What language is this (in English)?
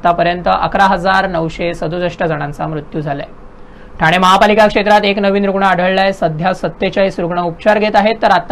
Marathi